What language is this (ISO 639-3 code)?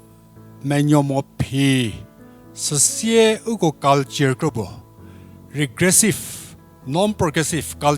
njm